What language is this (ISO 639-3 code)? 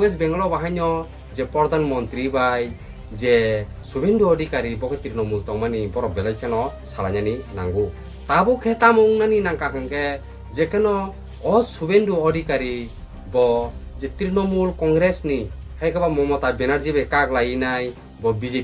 trp